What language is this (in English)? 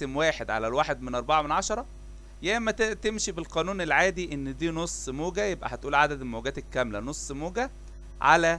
Egyptian Arabic